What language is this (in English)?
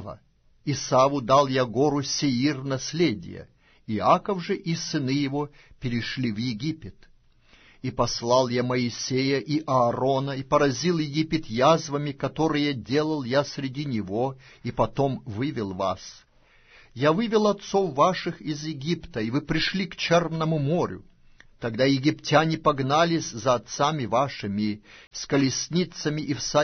Russian